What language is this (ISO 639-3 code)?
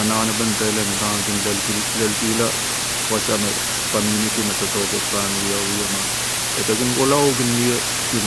pon